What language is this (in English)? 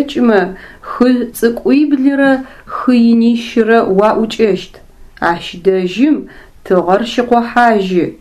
Adyghe